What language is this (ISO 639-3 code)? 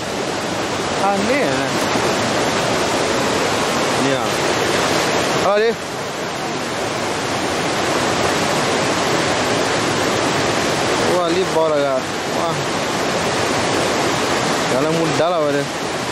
msa